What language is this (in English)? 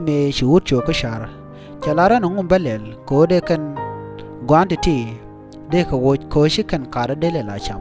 Nuer